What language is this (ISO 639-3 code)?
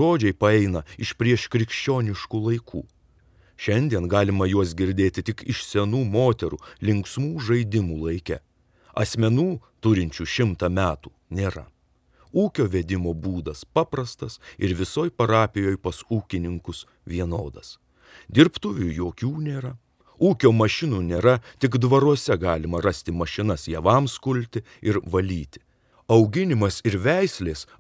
lit